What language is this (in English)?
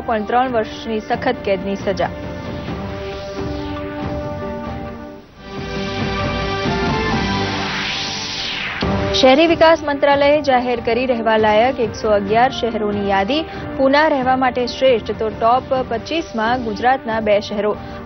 Gujarati